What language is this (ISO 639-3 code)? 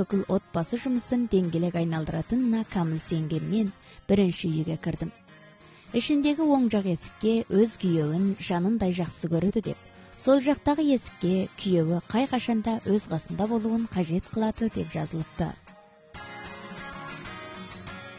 kaz